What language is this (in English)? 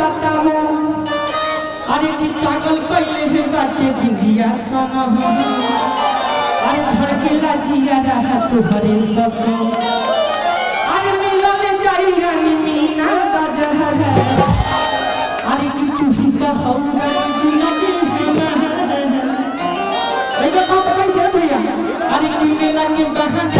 Bhojpuri